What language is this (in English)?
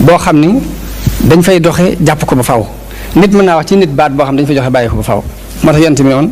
Wolof